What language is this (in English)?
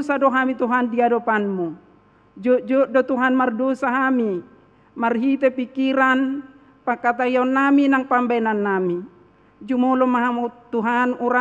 Batak Toba